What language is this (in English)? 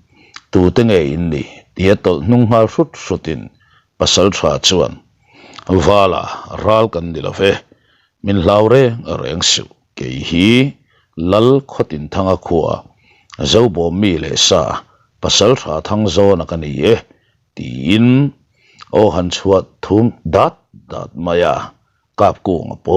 Mizo